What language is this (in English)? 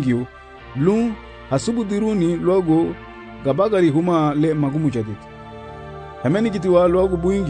Garifuna